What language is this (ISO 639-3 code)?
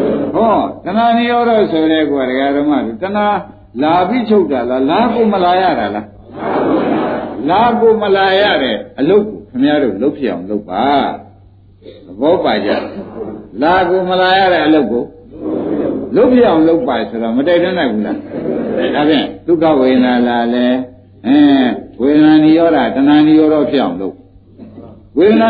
mya